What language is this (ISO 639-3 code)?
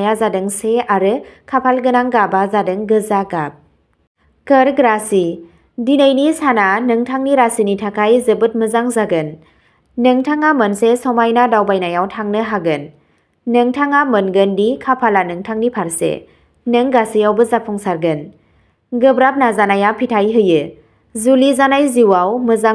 brx